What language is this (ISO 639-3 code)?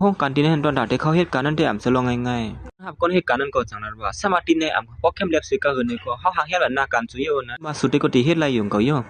shn